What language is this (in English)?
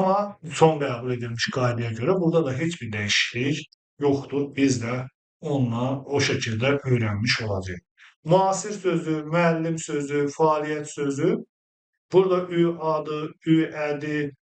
Azerbaijani